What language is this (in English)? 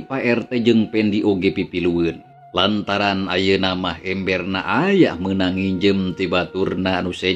Sundanese